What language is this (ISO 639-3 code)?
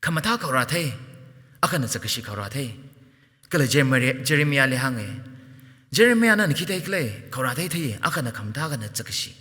nmf